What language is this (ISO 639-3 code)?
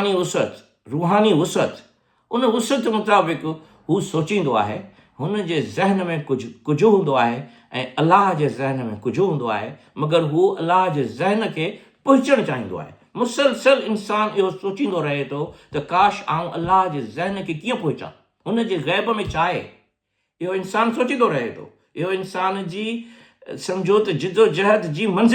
snd